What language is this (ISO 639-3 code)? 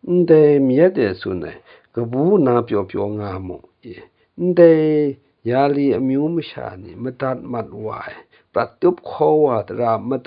kac